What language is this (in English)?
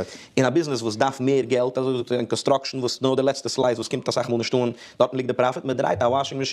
Yiddish